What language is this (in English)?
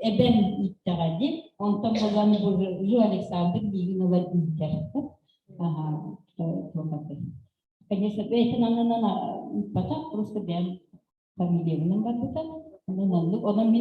Yakut